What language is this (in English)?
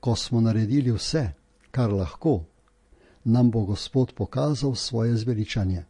Slovenian